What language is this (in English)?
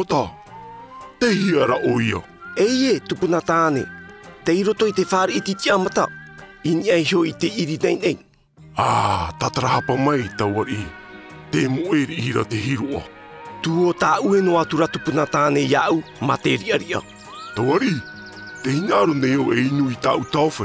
Tahitian